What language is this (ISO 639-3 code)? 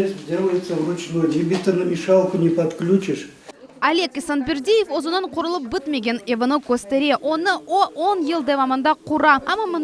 crh